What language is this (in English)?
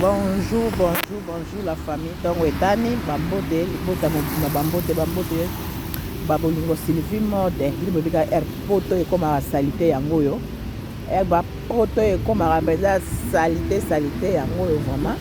Lingala